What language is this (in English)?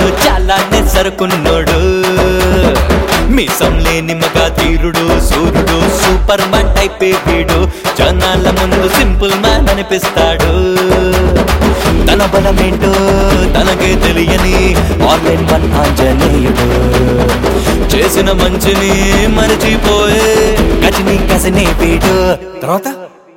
Telugu